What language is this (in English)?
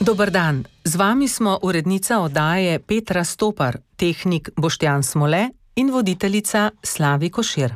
Slovenian